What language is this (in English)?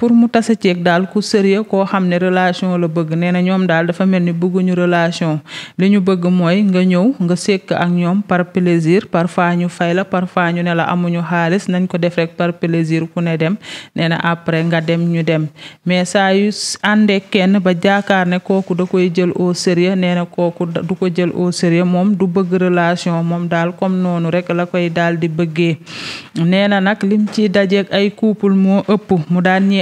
Wolof